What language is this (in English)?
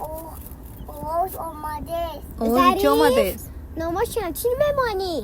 Tajik